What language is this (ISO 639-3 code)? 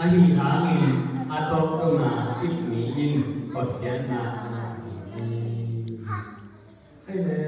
ctd